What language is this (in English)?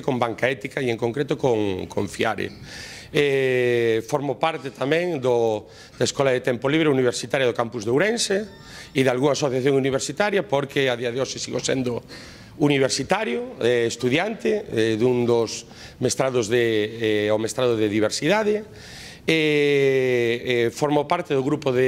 Galician